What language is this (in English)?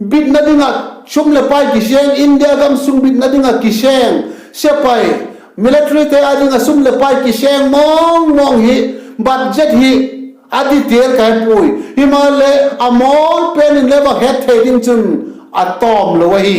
Vaiphei